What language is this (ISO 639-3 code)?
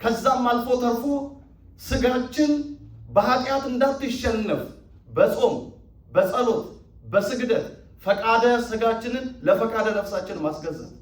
amh